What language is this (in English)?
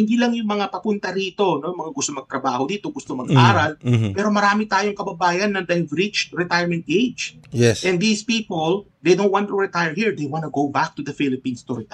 Filipino